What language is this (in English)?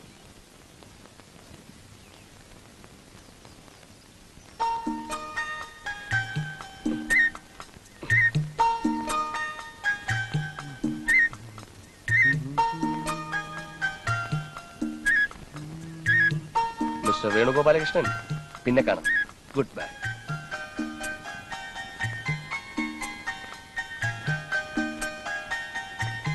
Malayalam